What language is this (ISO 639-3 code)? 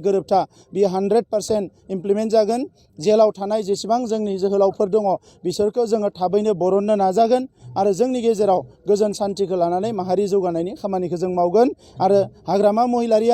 brx